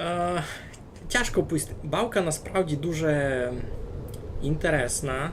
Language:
Rusyn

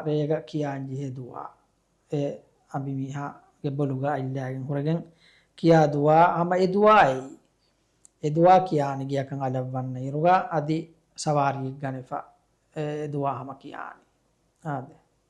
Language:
Divehi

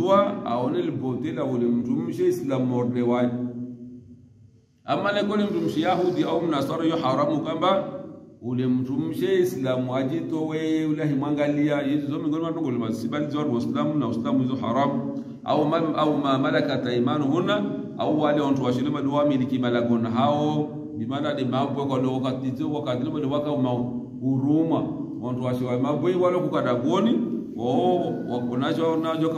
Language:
Swahili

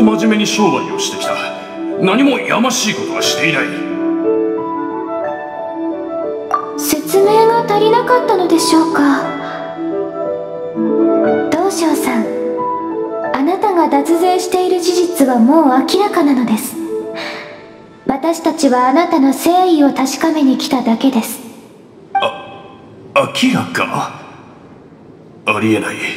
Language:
Japanese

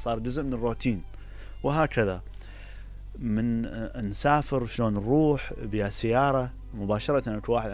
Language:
Mesopotamian Arabic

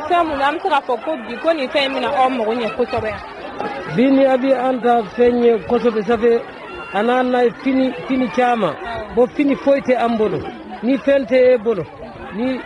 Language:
Bambara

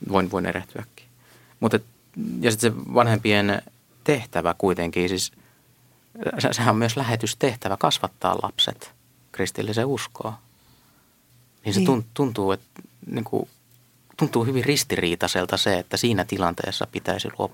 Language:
Finnish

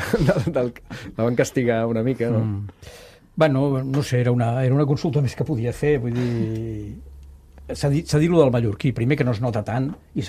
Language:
Catalan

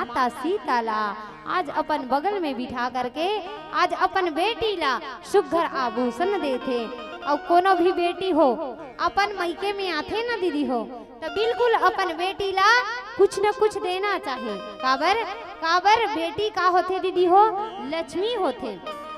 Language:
Chhattisgarhi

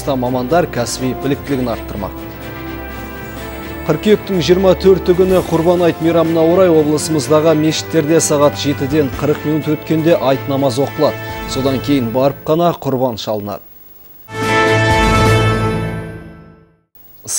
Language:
Kazakh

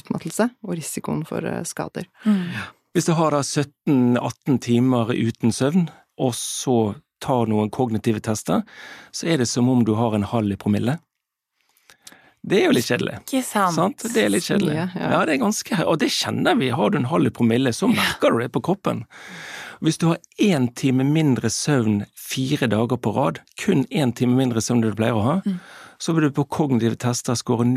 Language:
Norwegian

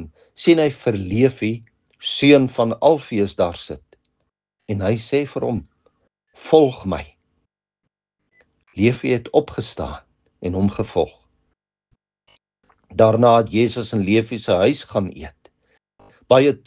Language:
Afrikaans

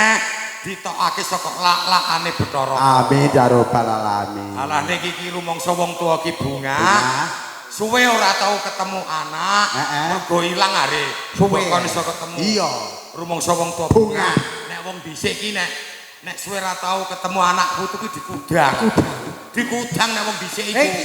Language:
Javanese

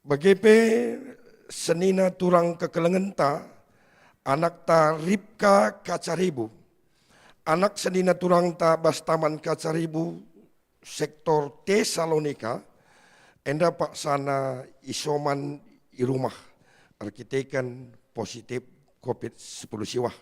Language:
Batak Karo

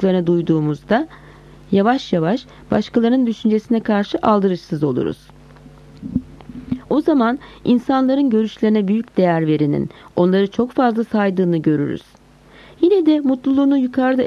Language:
Turkish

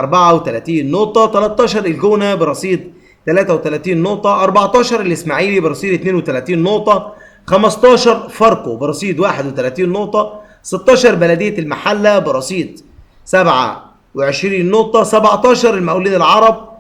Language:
Egyptian Arabic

